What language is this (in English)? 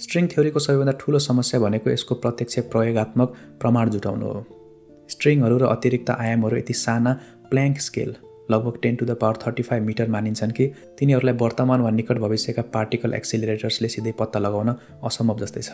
Nepali